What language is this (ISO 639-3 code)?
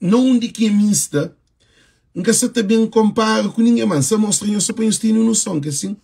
kea